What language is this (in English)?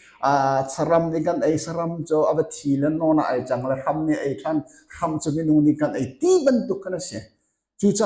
Hakha Chin